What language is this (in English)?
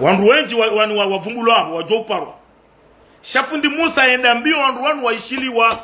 Ngazidja Comorian